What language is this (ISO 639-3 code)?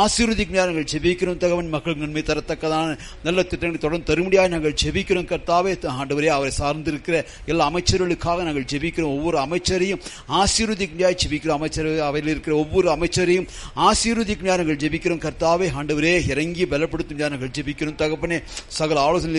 tam